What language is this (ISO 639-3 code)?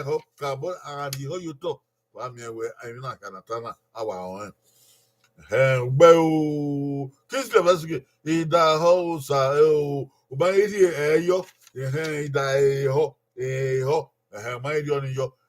bin